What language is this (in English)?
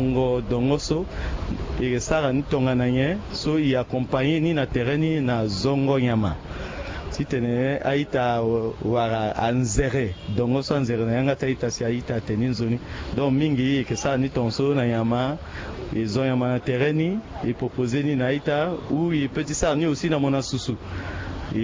Sango